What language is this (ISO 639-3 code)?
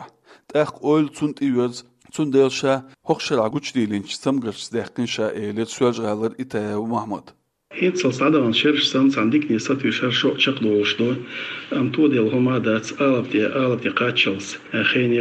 che